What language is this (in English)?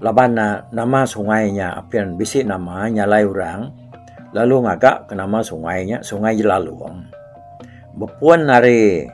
Iban